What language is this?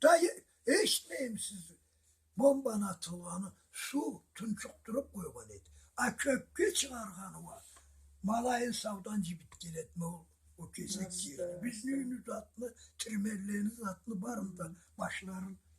Karachay-Balkar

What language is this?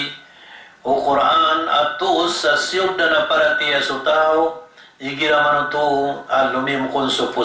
Maranao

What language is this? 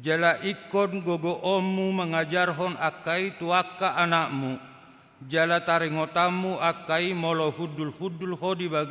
Batak Toba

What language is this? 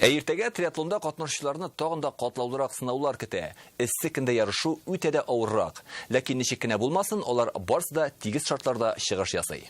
Tatar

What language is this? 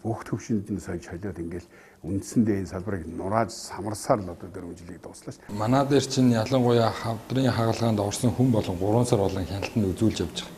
Mongolian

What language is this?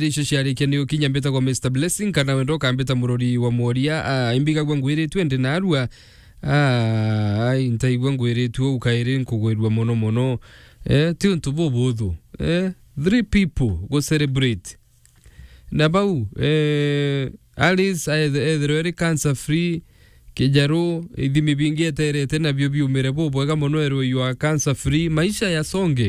Meru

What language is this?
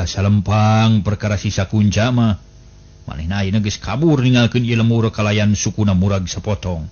Sundanese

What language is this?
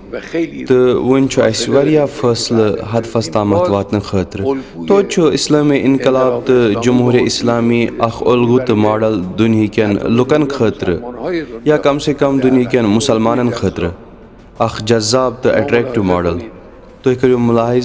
Kashmiri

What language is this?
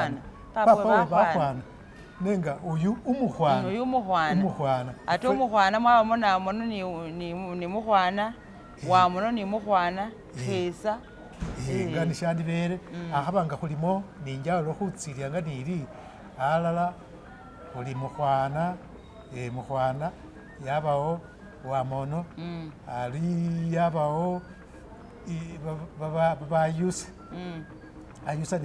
Masaaba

